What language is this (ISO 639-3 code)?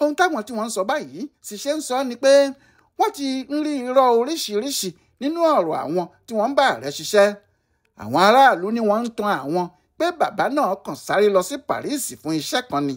yor